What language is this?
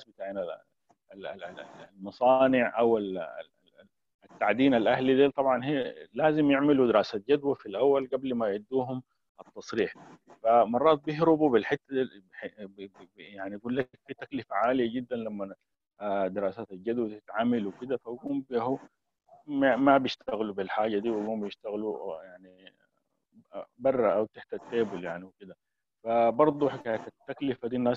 Sudanese Arabic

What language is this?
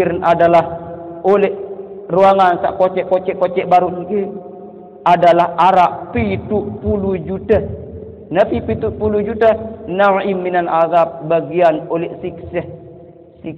Sasak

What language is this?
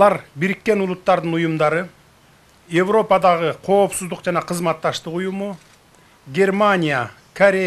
Kyrgyz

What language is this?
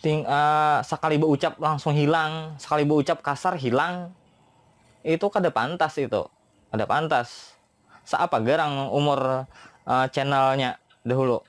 Banjar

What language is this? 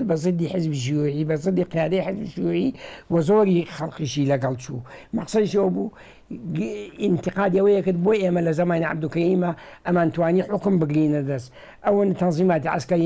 Central Kurdish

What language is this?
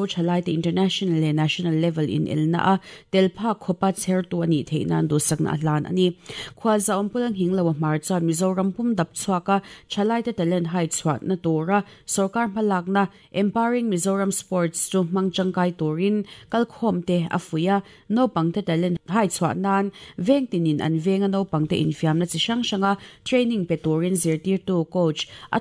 Mizo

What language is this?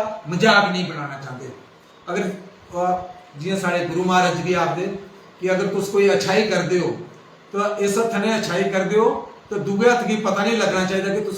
Dogri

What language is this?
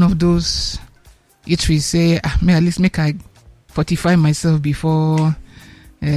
Nigerian Pidgin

